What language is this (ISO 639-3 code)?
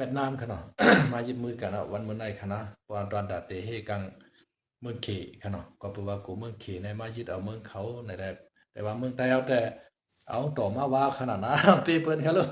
shn